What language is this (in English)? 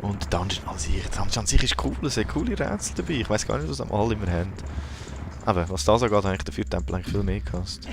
Swiss German